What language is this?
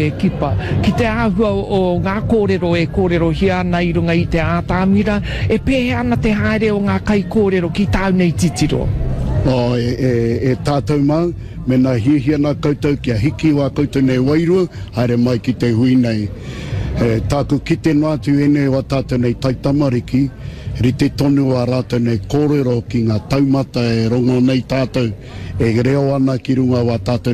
Māori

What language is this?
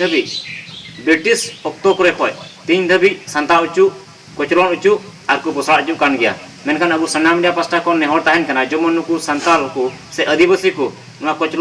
Santali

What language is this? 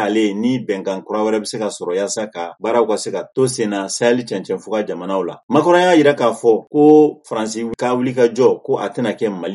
Bambara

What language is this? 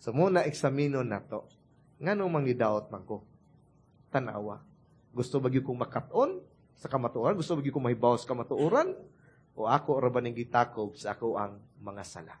Cebuano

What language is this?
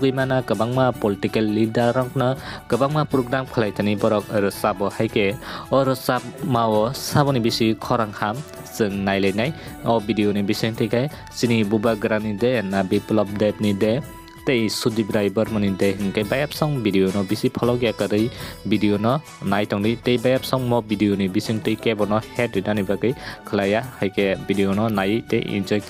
Kok Borok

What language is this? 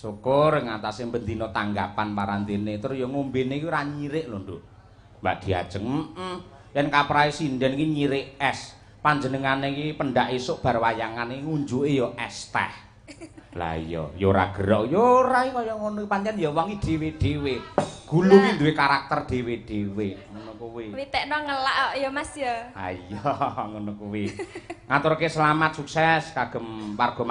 Javanese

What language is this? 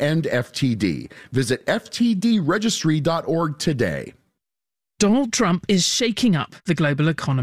English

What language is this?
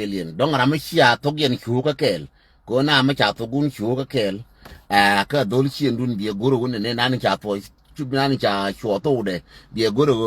Nuer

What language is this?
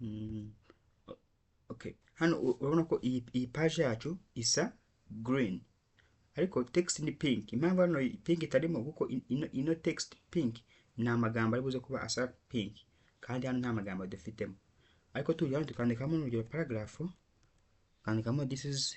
Kinyarwanda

